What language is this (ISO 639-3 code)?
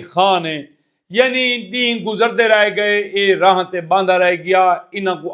skr